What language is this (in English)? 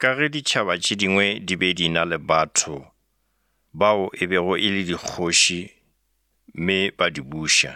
Northern Sotho